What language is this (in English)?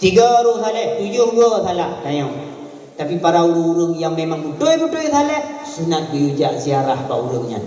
Achinese